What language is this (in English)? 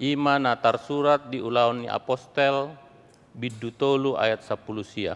Batak Toba